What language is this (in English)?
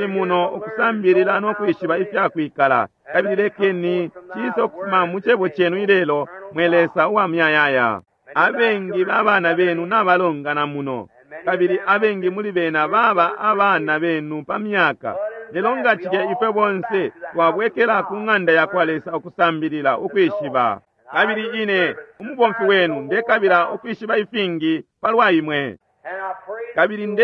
Bemba